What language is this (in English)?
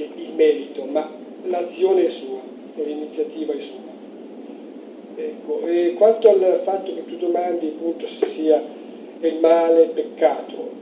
Italian